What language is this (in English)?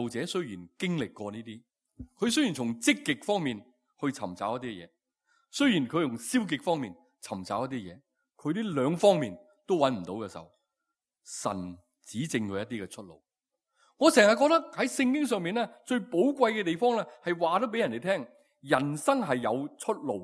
Cantonese